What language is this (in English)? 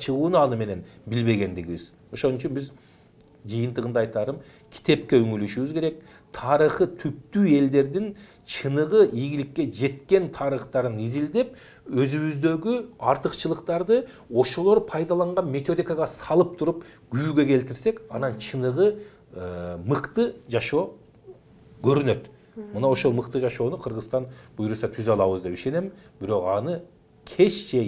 Kyrgyz